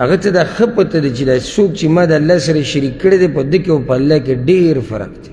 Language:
Pashto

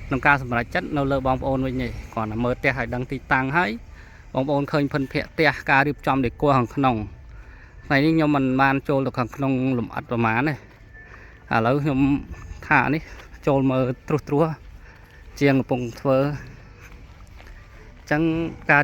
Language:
Khmer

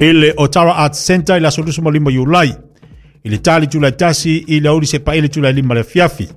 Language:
Samoan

